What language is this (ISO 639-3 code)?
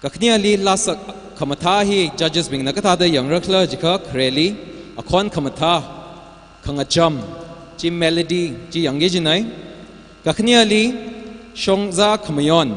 nmf